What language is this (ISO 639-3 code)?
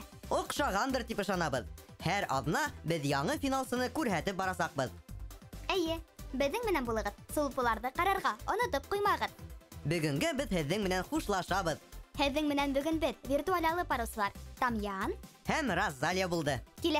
bak